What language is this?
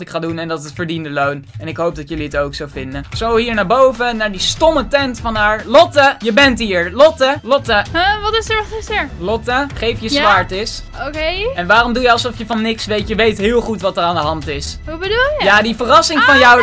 Dutch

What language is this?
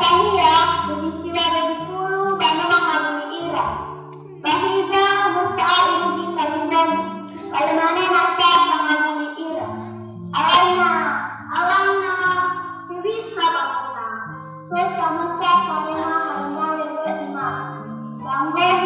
Nias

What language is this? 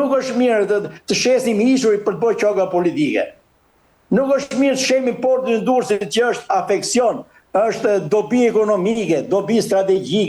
Albanian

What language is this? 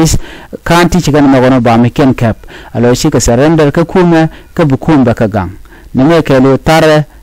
Nuer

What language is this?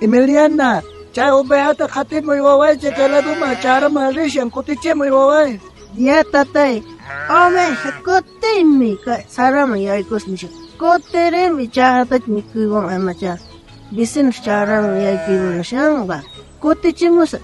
South Bolivian Quechua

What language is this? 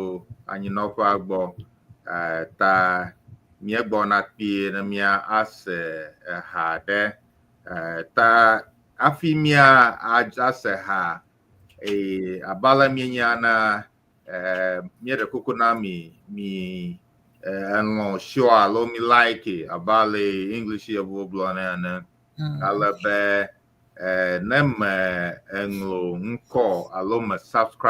Ewe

